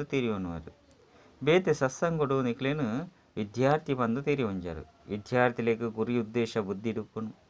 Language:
Tulu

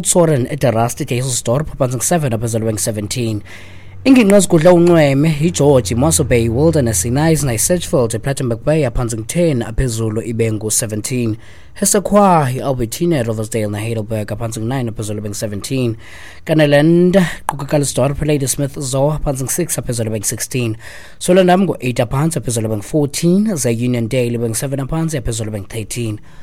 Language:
Xhosa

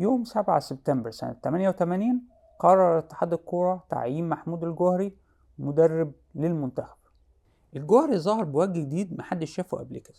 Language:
Egyptian Arabic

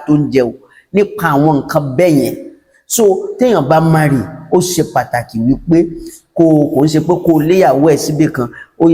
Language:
Yoruba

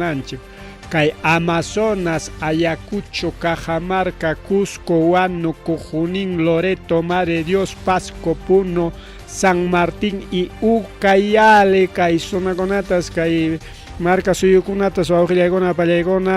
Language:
Ayacucho Quechua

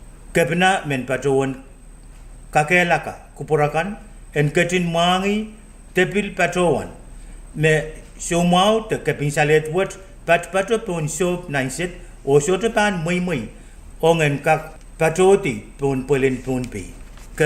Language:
Pohnpeian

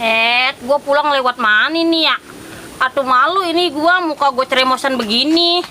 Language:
Betawi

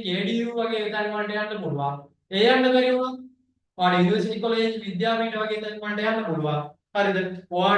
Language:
Sinhala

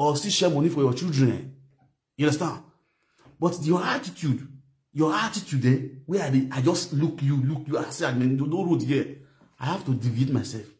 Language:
Nigerian Pidgin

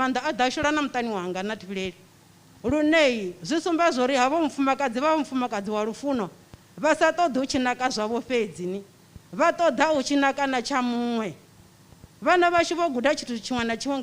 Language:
Venda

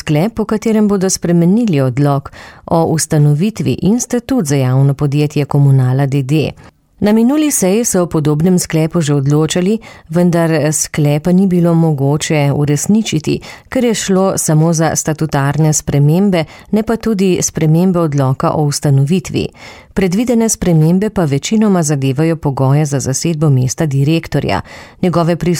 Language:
Slovenian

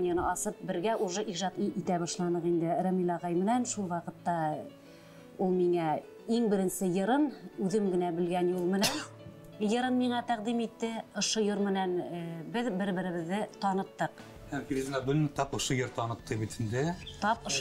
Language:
Bashkir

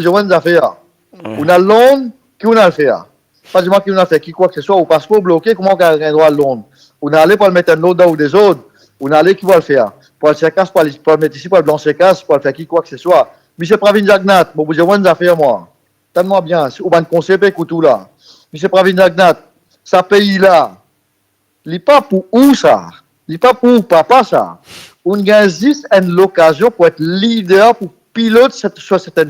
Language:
Morisyen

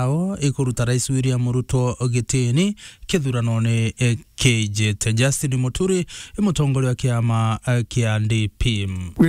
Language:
Meru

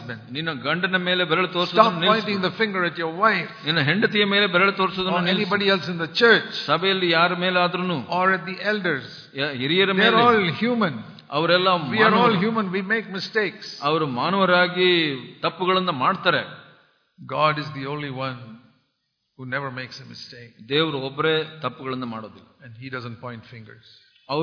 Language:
Kannada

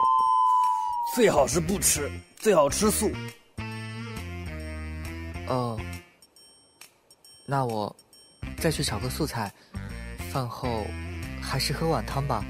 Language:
Chinese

